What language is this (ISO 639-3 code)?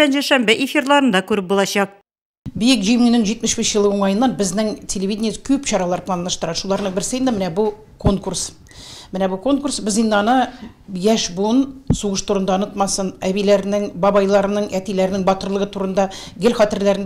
tat